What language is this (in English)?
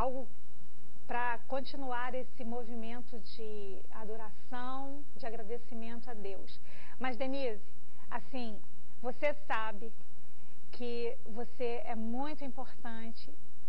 Portuguese